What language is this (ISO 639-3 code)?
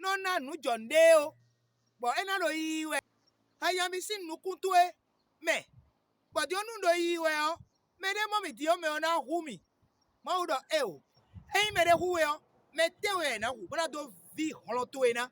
fon